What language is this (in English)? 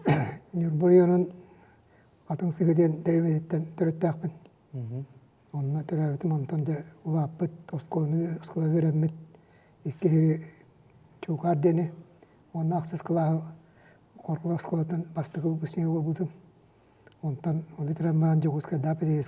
Yakut